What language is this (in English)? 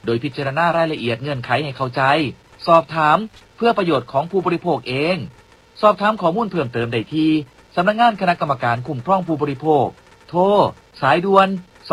Thai